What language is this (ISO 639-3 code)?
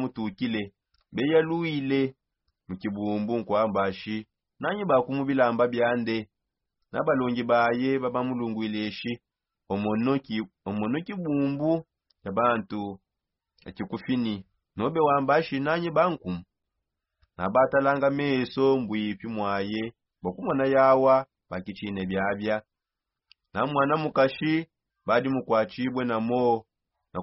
sop